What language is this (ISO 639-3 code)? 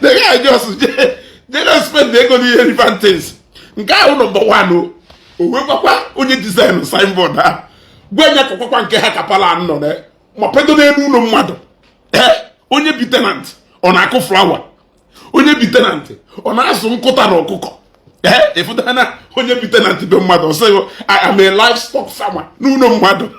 ibo